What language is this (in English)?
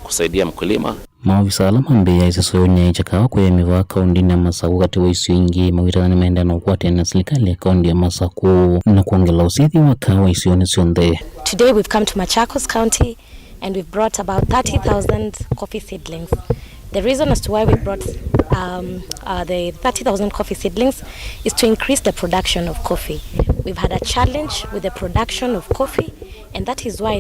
Kamba